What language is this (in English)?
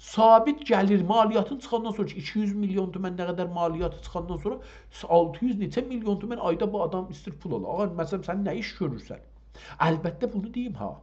South Azerbaijani